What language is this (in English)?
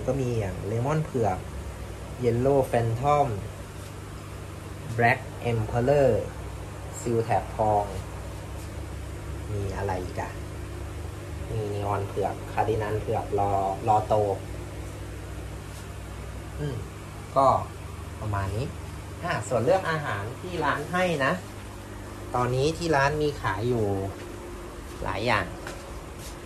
Thai